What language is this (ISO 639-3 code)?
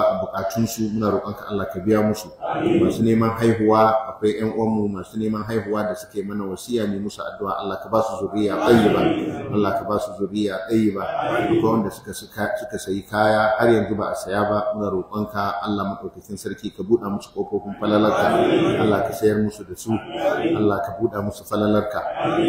hau